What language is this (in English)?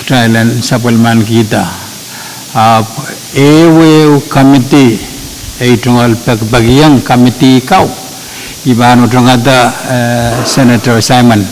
Pohnpeian